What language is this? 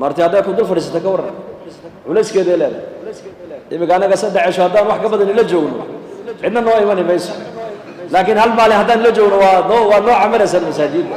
Somali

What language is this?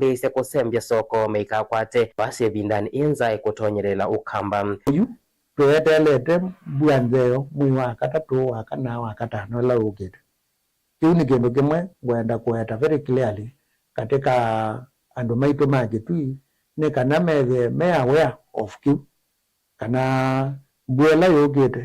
Kamba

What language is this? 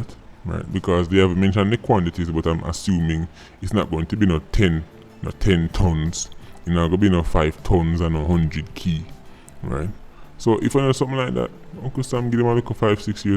Jamaican Creole English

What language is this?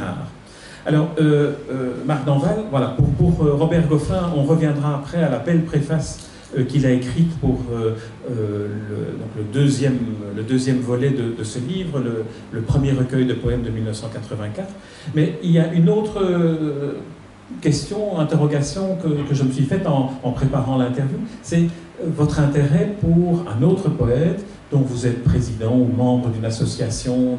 French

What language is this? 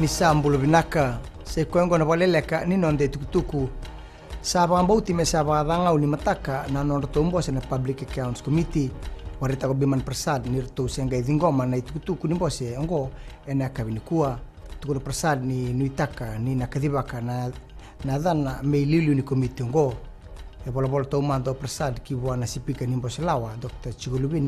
Fijian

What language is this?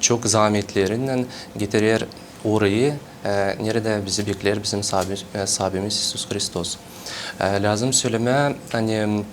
Gagauz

